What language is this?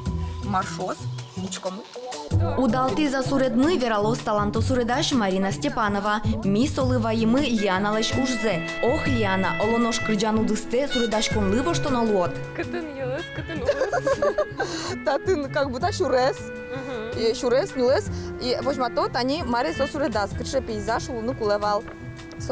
Udmurt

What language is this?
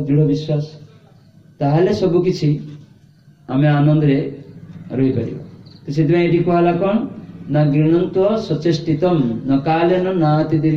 Odia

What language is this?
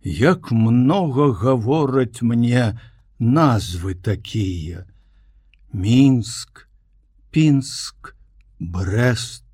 Belarusian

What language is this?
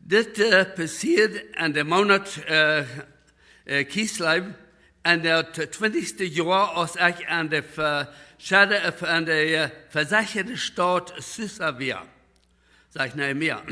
Plautdietsch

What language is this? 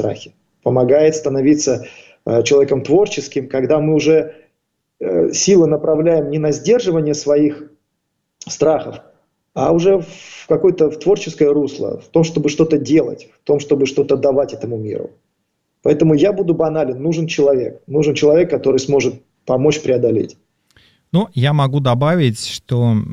Russian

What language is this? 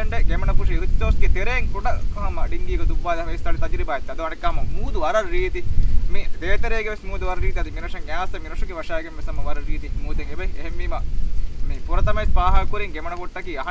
Divehi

